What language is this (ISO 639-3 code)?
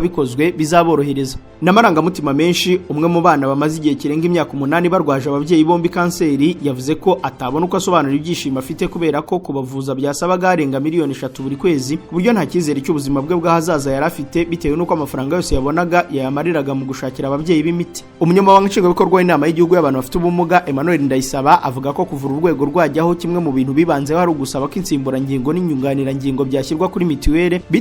kin